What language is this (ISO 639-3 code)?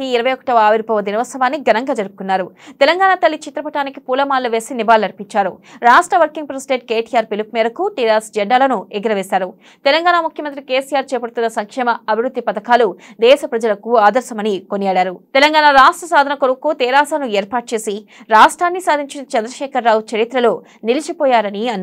tel